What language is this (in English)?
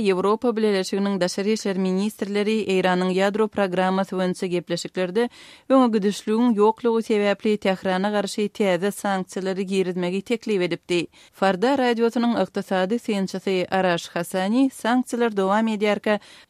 Turkmen